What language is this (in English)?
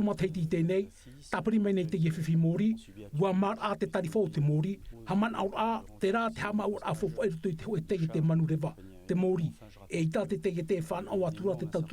Tahitian